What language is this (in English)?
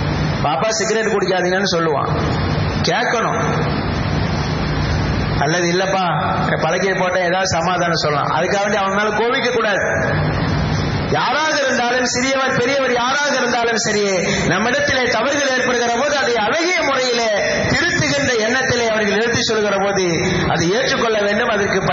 Tamil